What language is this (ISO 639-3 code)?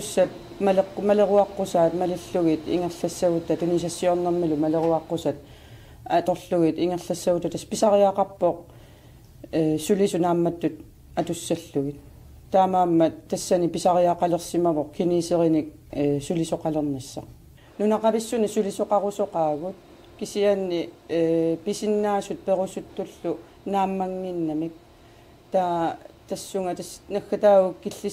kal